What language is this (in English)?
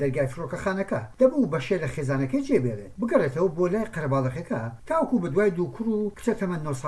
Central Kurdish